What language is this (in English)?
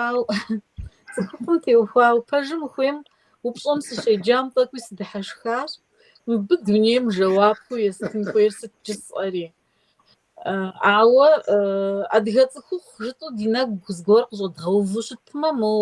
Kabardian